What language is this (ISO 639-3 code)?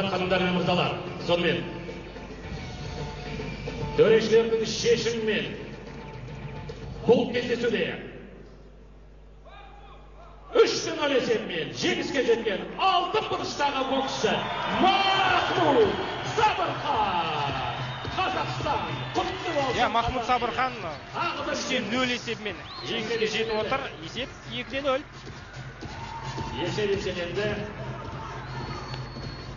kaz